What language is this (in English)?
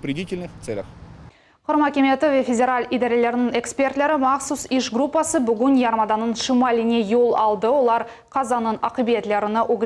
Crimean Tatar